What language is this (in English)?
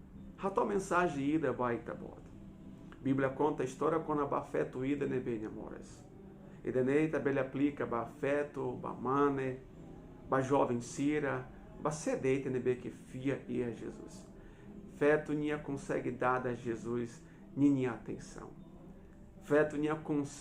Tetum